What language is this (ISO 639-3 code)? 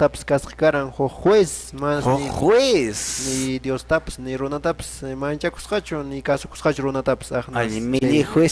que